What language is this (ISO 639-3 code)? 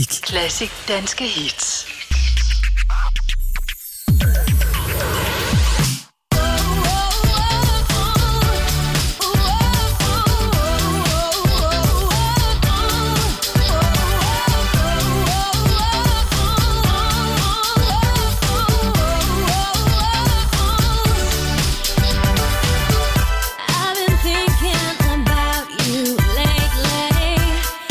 dan